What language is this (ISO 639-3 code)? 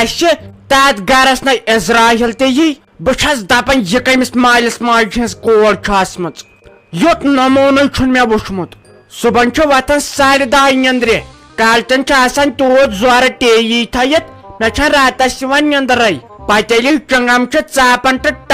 kas